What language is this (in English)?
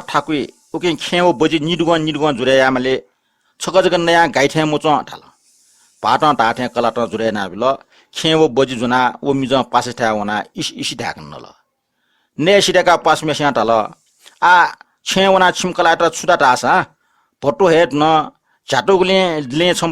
Newari